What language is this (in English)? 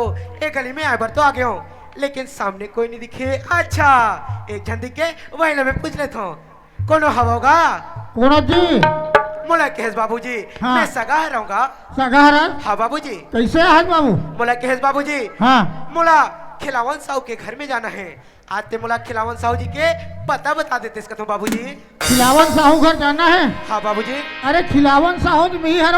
Chhattisgarhi